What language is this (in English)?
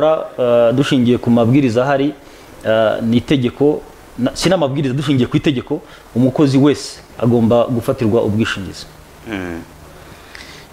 Kinyarwanda